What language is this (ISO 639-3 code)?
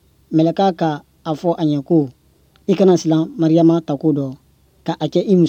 bam